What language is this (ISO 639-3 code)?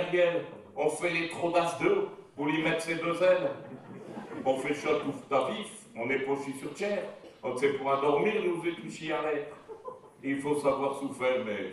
pcd